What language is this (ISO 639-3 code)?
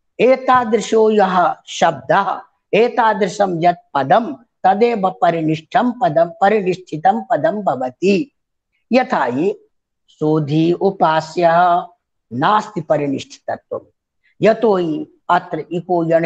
san